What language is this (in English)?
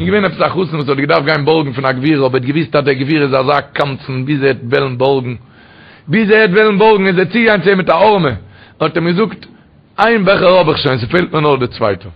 Yiddish